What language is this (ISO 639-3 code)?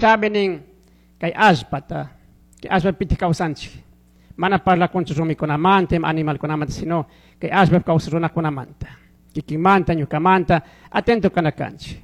qug